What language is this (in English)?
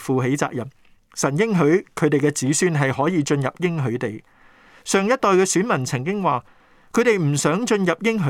Cantonese